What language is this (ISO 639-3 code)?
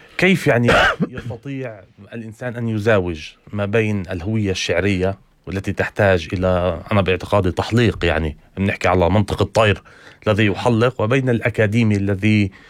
apc